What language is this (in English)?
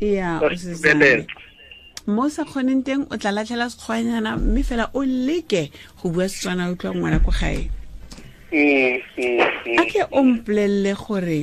Tswana